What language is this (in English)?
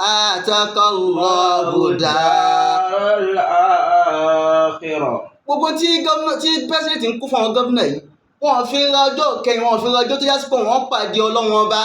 Yoruba